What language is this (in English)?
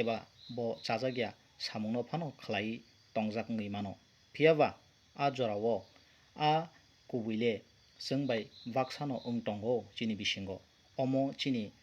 Kok Borok